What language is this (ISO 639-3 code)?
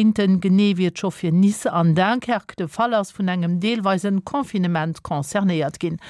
ltz